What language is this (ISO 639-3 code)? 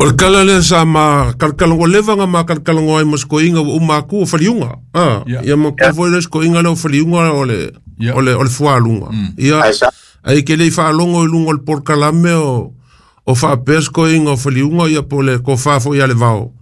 smo